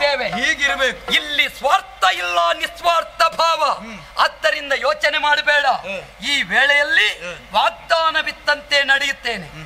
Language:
Kannada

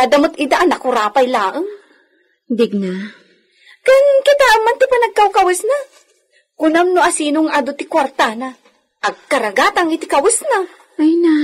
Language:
Iloko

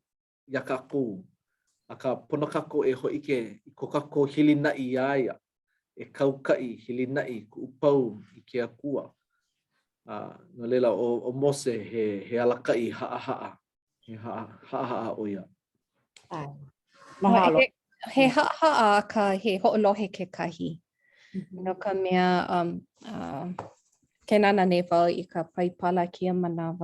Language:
Hawaiian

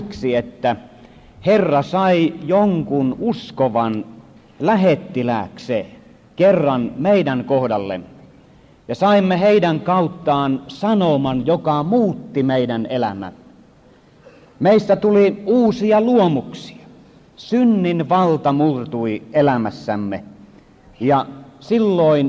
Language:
Finnish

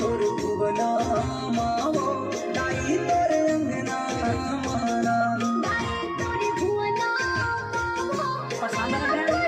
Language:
Chhattisgarhi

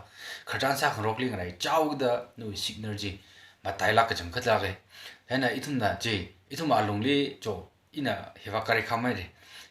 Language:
Tangkhul Naga (India)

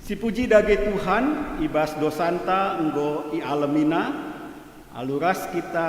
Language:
Batak Karo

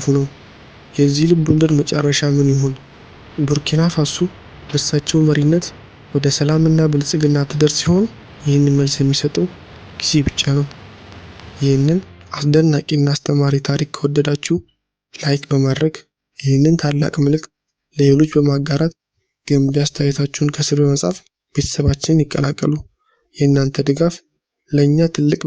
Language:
Amharic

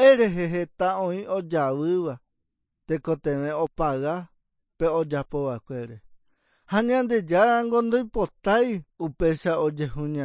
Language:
Guarani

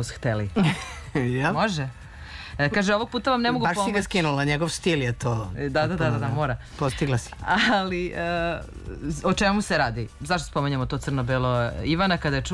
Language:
Serbian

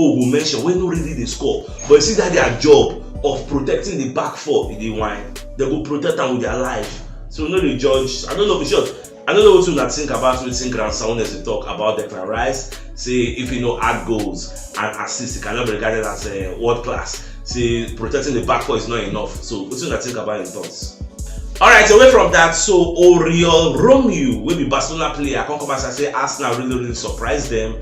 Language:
Nigerian Pidgin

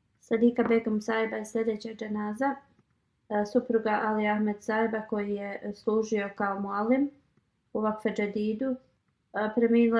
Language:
Bosnian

